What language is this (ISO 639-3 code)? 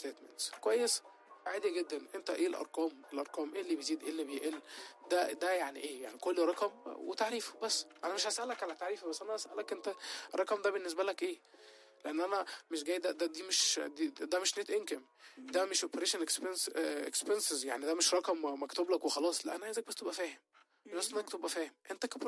arz